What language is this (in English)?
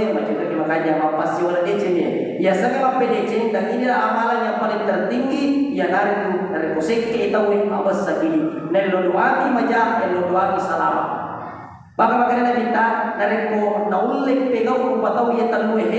Buginese